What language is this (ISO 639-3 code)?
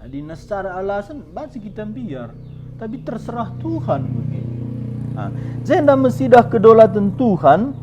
btx